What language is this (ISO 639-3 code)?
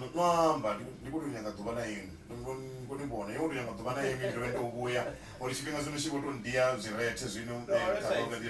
ven